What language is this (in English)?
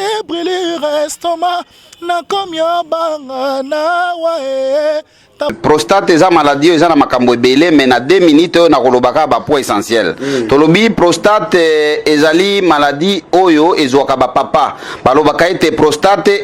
Lingala